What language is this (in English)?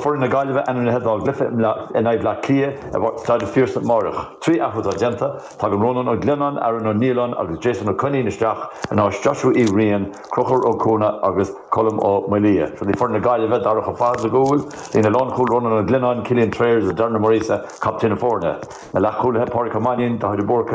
Irish